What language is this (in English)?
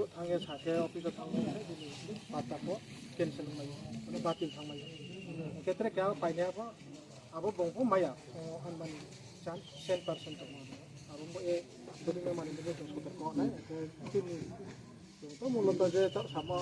Riang (India)